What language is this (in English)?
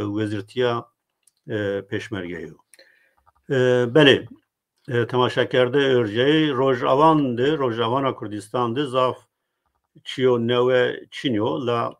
Zaza